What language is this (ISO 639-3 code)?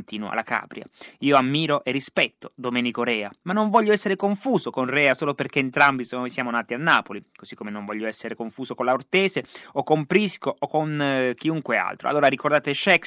ita